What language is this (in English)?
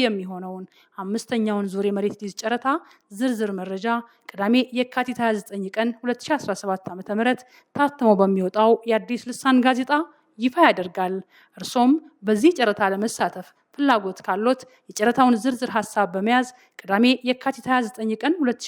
Amharic